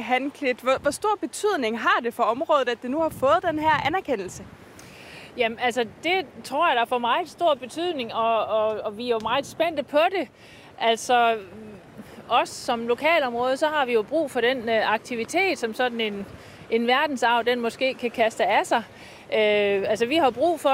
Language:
Danish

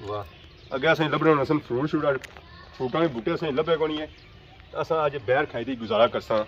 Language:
Pahari-Potwari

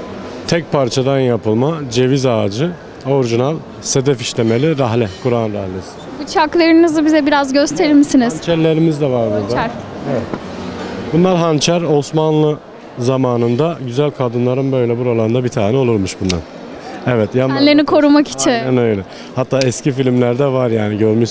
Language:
Turkish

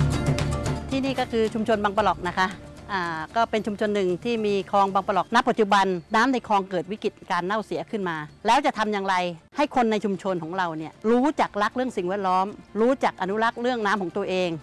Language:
Thai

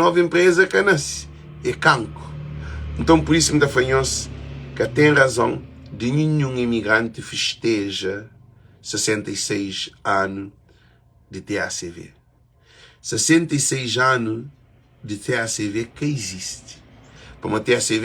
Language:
Kabuverdianu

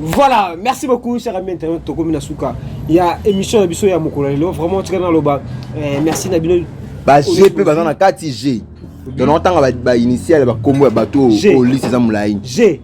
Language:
Lingala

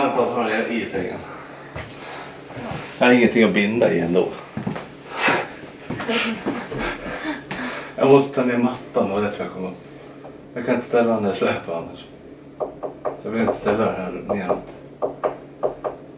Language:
Swedish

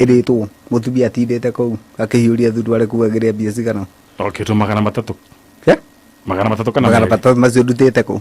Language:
Kikuyu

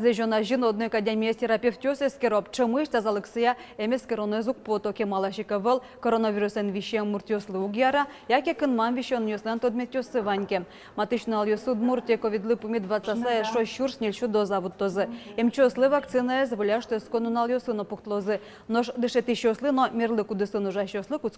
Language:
Udmurt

